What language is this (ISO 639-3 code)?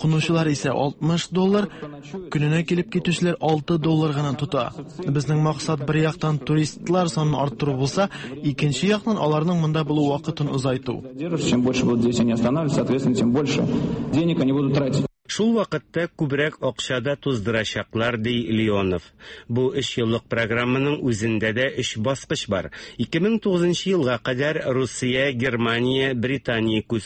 tat